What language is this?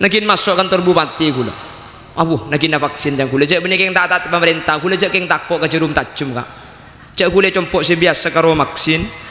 Madurese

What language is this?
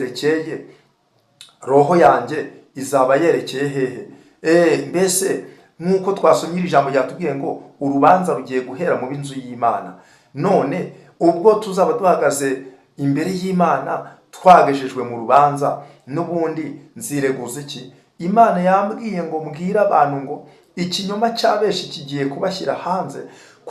Kinyarwanda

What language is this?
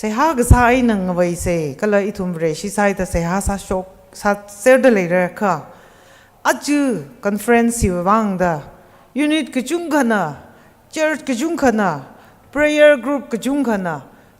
Tangkhul Naga (India)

